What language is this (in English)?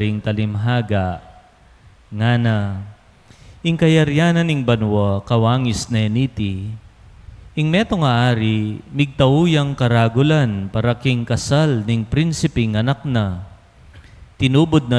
Pampanga